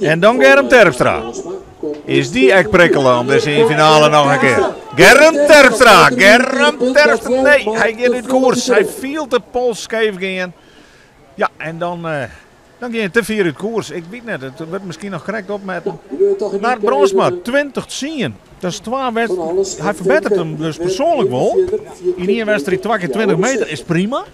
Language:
Western Frisian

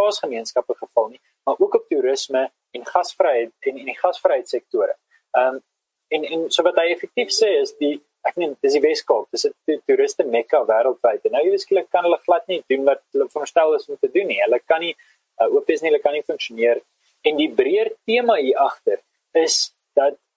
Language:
Afrikaans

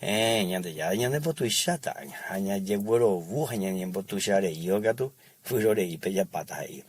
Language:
Guarani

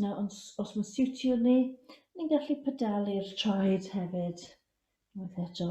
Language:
Welsh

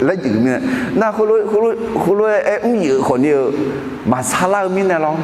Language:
Akha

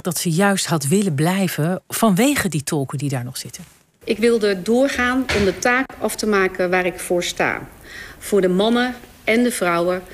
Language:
Dutch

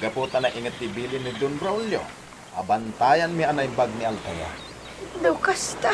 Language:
Iloko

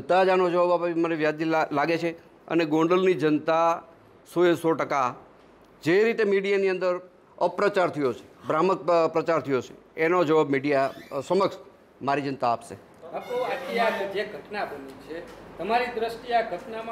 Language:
Gujarati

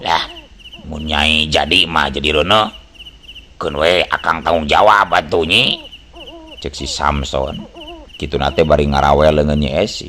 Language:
Sundanese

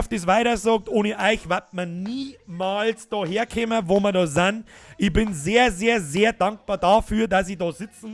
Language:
Bavarian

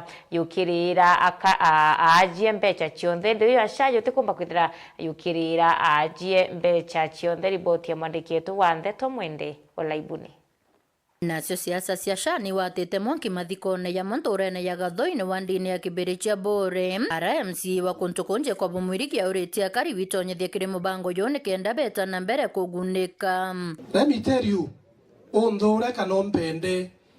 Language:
Meru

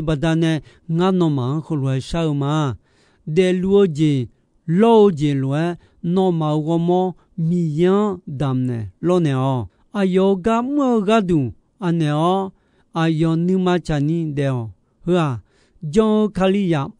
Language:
Akha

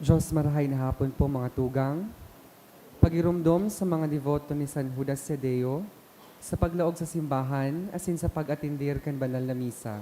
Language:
Bikol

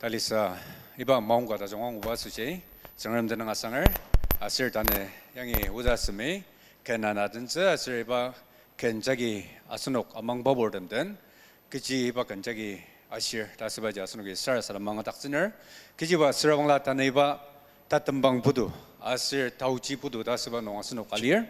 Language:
Ao Naga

